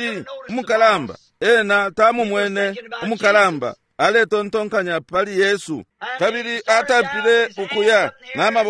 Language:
Bemba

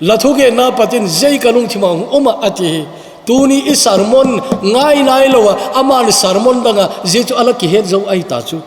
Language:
Thado Chin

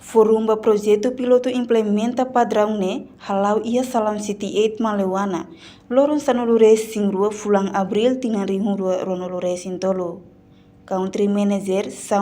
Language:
Tetum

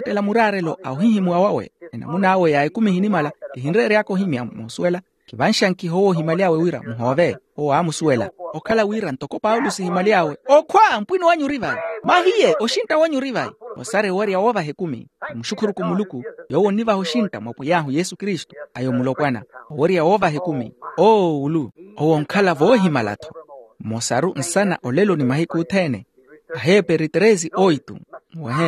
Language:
Makhuwa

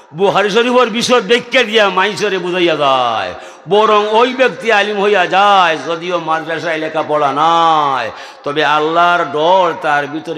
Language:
Sylheti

